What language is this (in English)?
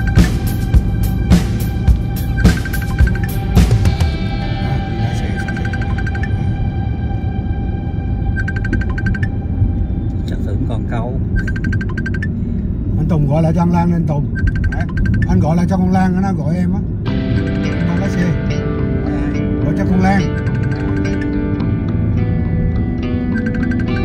Vietnamese